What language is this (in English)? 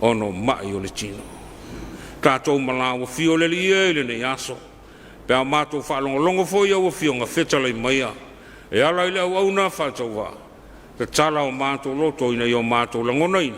Samoan